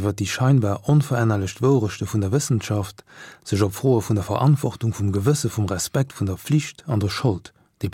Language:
Luxembourgish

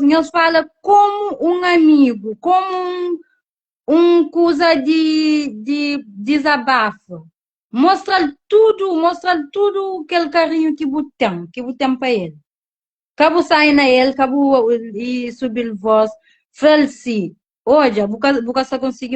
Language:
Kabuverdianu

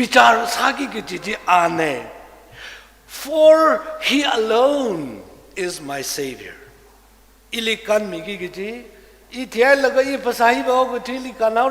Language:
Tangkhul Naga (India)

